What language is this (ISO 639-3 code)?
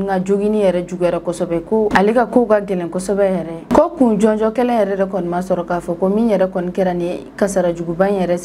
bam